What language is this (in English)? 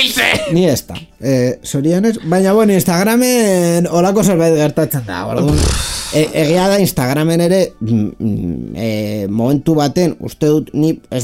Basque